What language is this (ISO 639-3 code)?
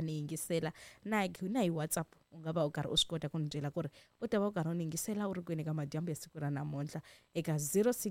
tso